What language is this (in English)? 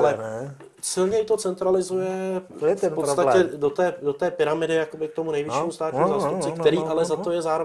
Czech